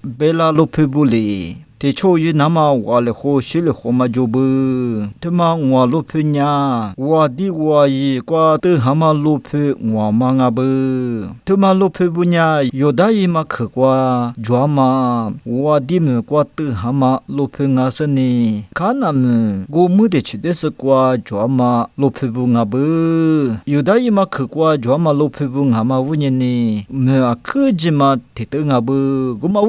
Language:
Lisu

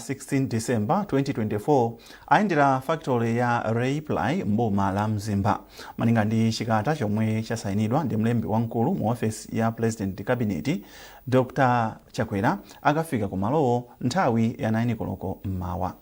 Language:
Nyanja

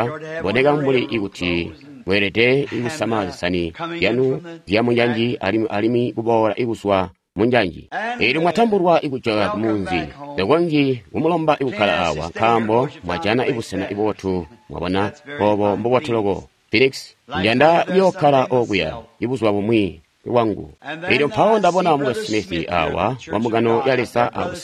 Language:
Tonga (Zambia)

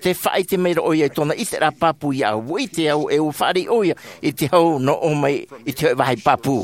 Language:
Tahitian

